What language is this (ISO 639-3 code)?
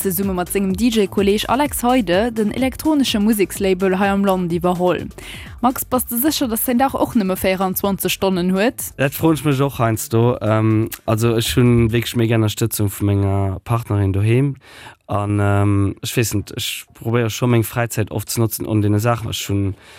ltz